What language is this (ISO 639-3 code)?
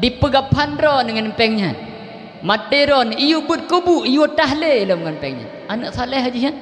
ace